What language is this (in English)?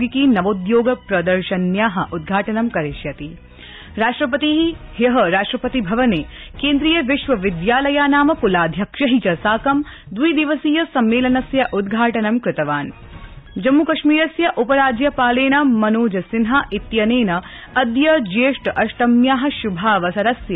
Sanskrit